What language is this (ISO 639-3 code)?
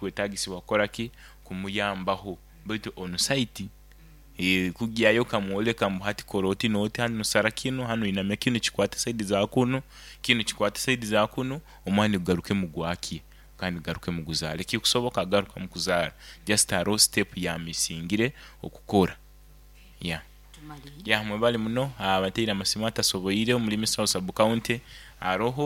nyo